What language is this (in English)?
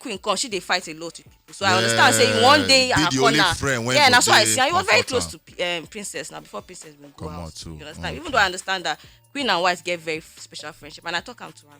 Nigerian Pidgin